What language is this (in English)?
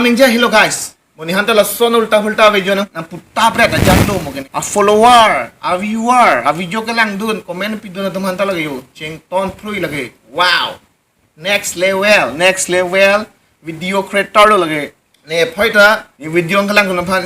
Karbi